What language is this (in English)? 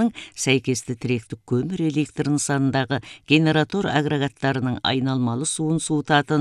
Kazakh